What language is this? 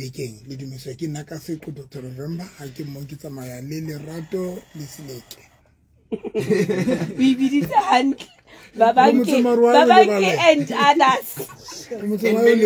Southern Sotho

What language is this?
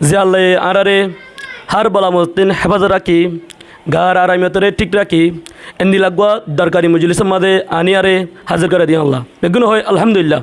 Rohingya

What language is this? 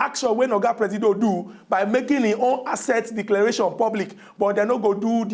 Nigerian Pidgin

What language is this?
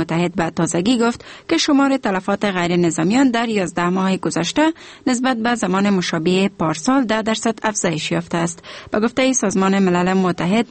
Persian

